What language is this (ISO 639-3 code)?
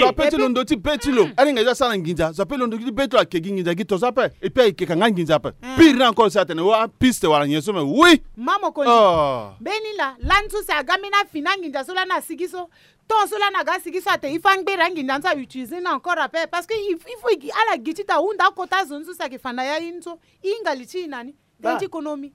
sag